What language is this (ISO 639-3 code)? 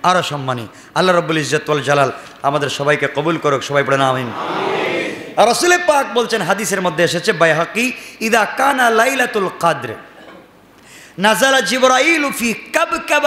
ben